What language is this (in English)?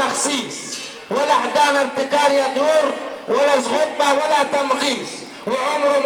Egyptian Arabic